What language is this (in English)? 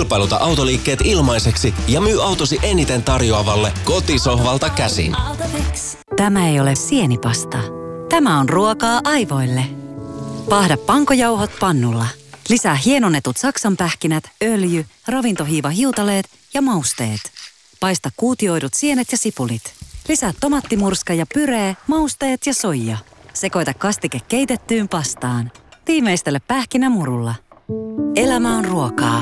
Finnish